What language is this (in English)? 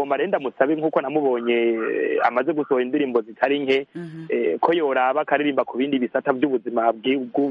Kinyarwanda